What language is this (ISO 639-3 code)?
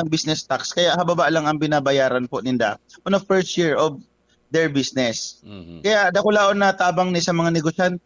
bik